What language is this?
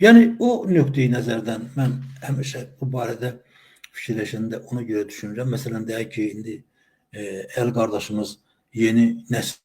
Azerbaijani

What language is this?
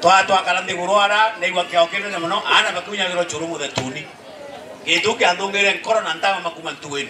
Meru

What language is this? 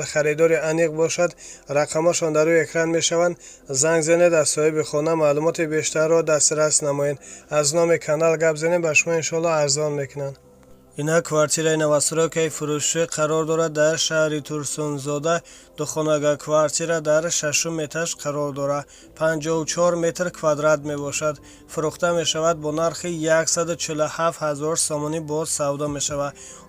Tajik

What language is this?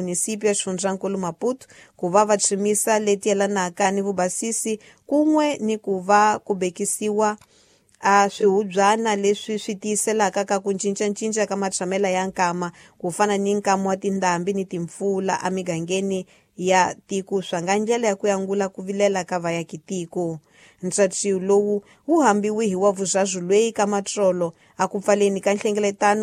Tsonga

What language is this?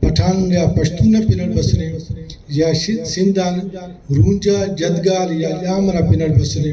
Brahui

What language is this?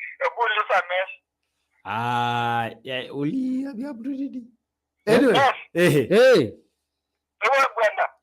Masai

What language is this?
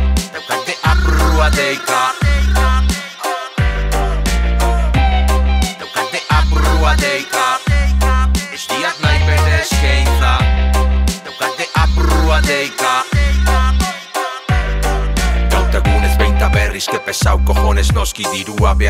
Basque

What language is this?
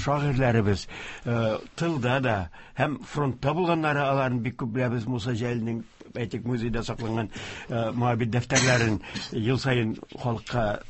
Tatar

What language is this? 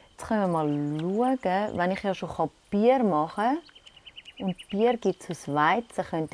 Swiss German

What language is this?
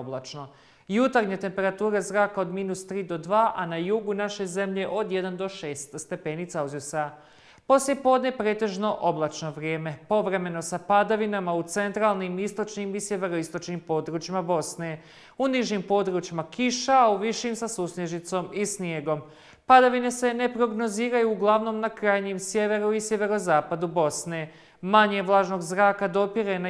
Bosnian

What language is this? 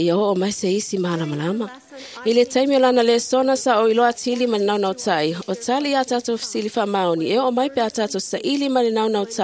Samoan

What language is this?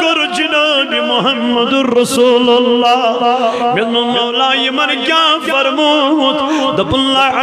Kashmiri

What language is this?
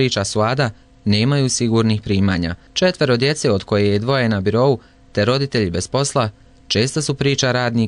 Bosnian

